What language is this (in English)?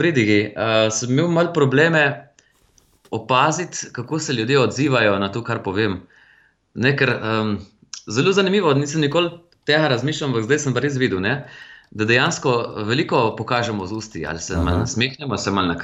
Slovenian